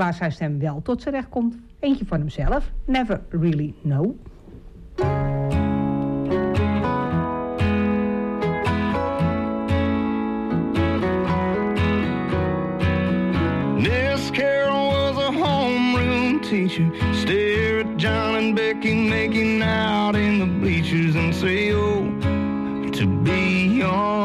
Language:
Dutch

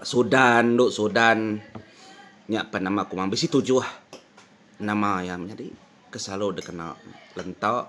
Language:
Iban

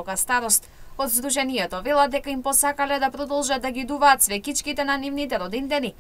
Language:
Macedonian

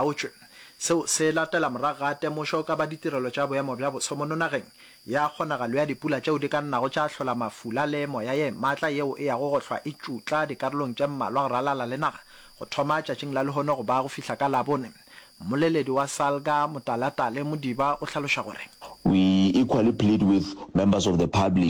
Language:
Northern Sotho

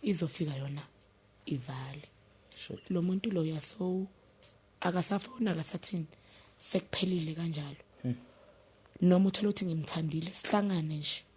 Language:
Zulu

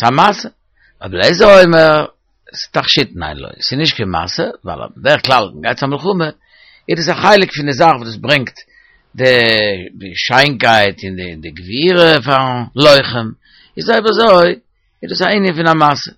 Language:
Yiddish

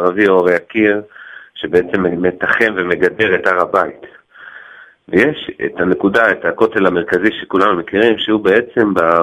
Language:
Hebrew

